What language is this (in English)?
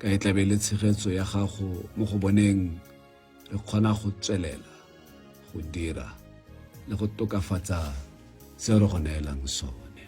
Tswana